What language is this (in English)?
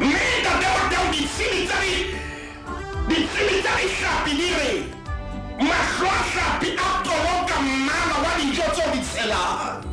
Southern Sotho